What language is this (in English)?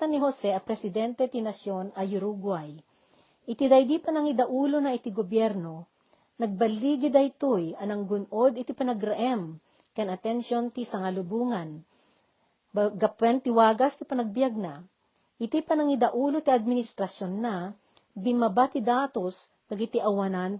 Iloko